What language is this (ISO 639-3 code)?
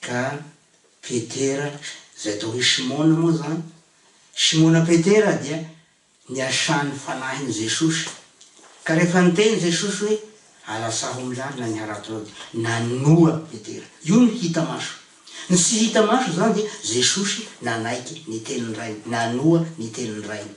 mlg